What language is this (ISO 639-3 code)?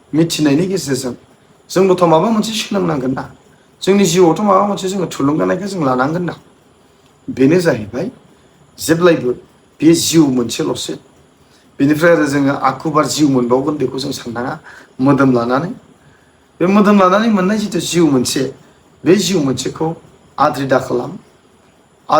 brx